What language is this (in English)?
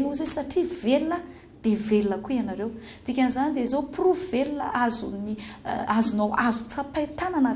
Malagasy